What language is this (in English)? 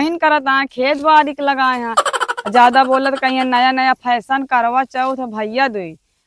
Awadhi